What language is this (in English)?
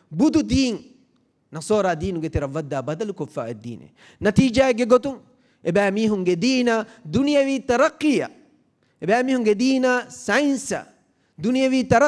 Divehi